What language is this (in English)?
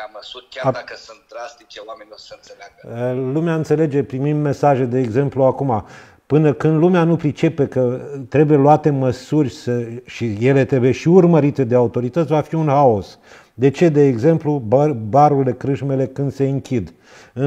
Romanian